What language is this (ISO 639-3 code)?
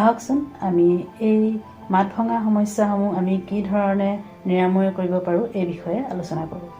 asm